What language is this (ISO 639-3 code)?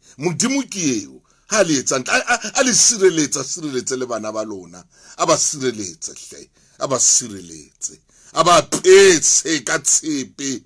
sot